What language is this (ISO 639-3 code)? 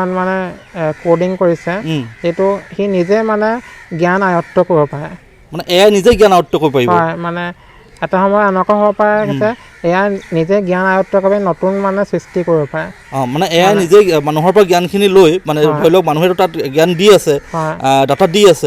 asm